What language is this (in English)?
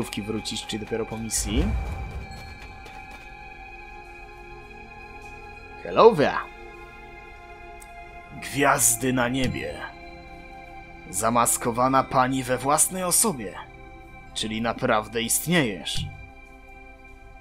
Polish